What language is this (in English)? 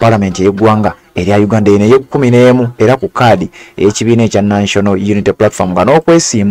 Ganda